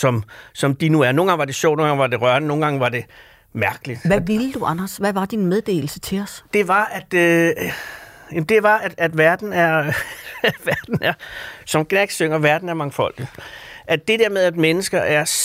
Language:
Danish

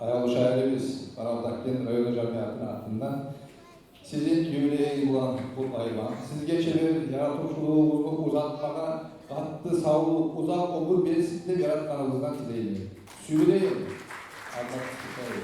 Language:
Kumyk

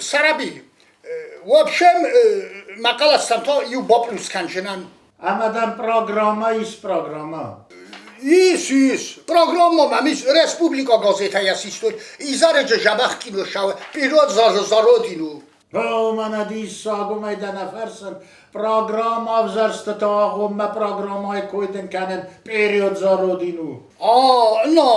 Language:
Ossetic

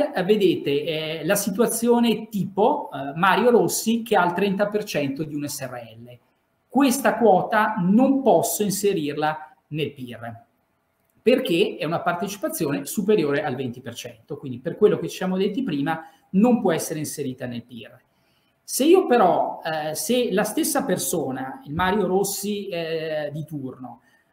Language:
Italian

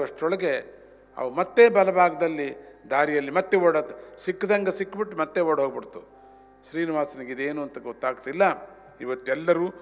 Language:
Kannada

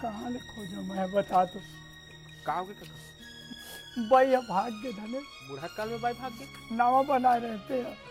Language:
Chhattisgarhi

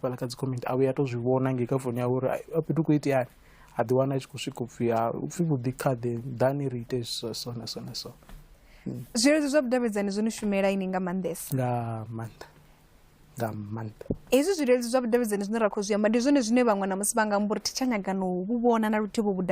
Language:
Venda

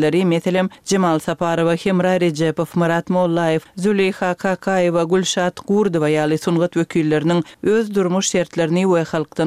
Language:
Turkmen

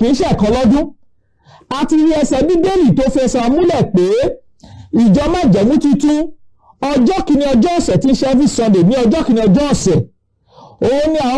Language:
Yoruba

